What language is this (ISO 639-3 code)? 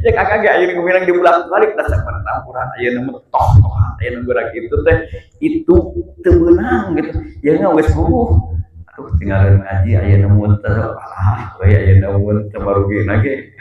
sun